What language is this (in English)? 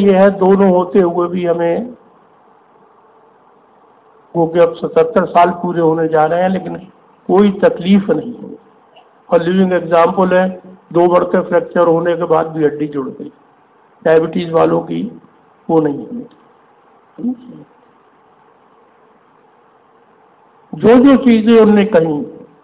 Hindi